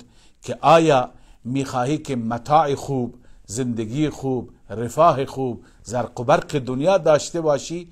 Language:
Persian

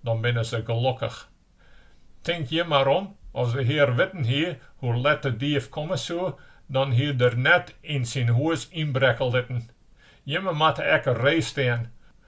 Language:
Western Frisian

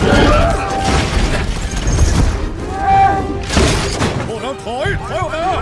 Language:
Lao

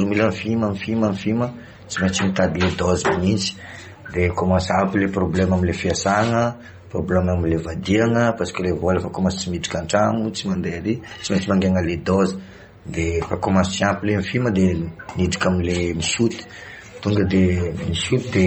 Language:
Malagasy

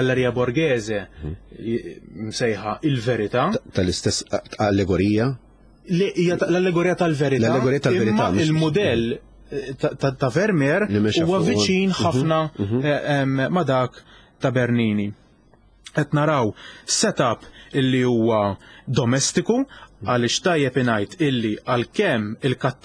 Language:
Maltese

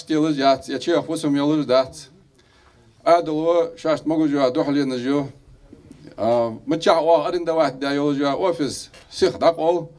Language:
Ingush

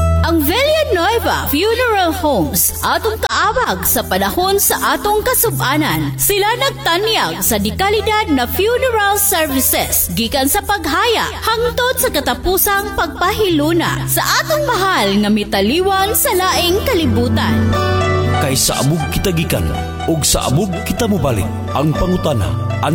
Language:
Cebuano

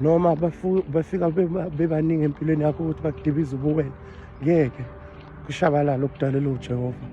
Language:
Zulu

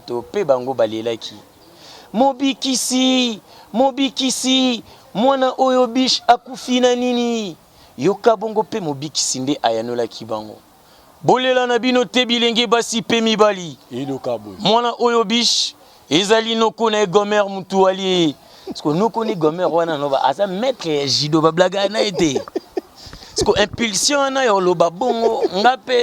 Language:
Lingala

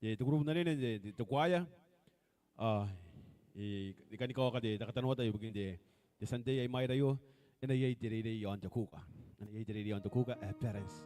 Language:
Gilbertese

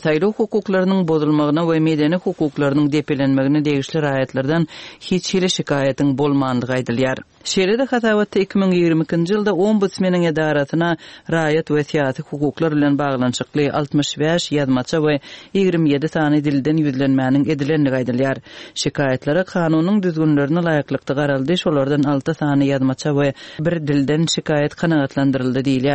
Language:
Turkmen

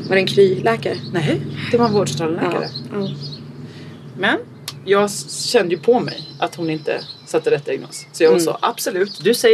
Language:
Swedish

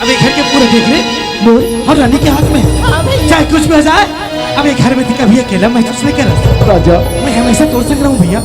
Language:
Chhattisgarhi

